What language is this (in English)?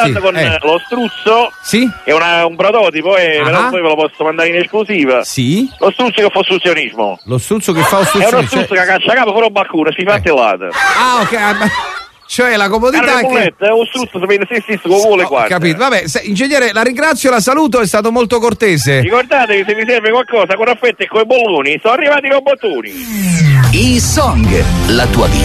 Italian